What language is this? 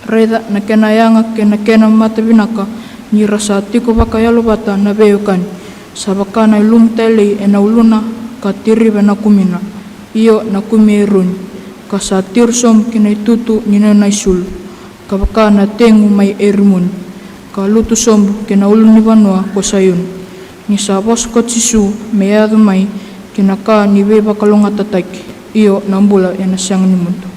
Fijian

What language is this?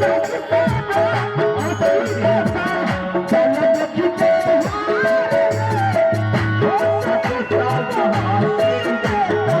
Maithili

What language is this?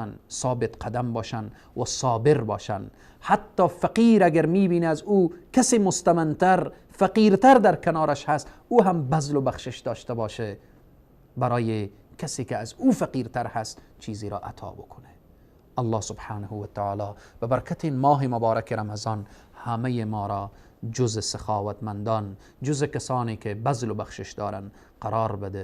Persian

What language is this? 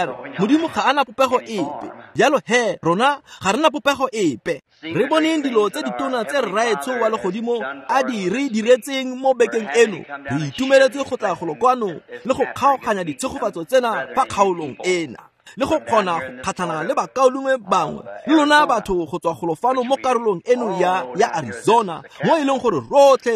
Tswana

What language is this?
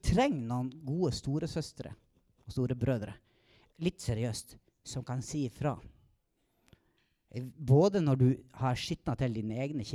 Norwegian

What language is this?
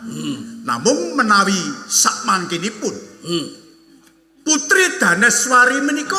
Javanese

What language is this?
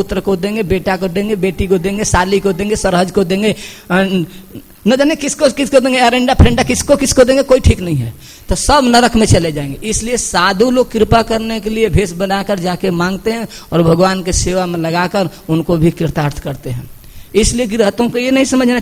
Hindi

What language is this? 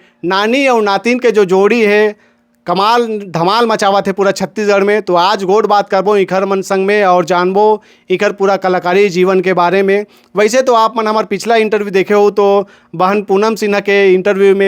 Chhattisgarhi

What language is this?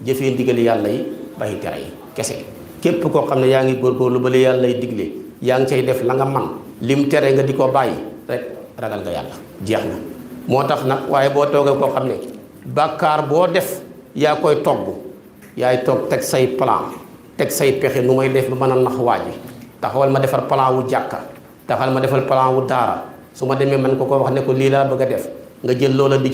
Wolof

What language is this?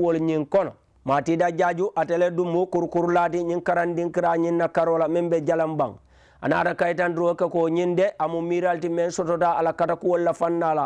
Mandingo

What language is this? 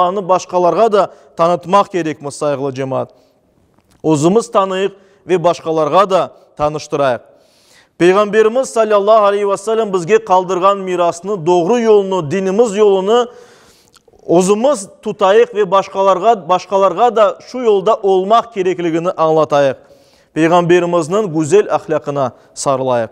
Crimean Tatar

